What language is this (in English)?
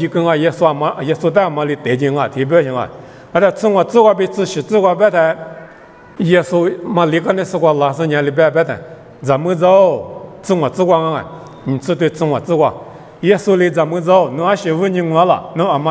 Lisu